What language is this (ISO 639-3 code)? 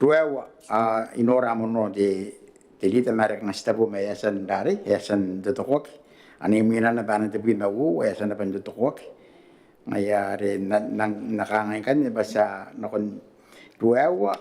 gil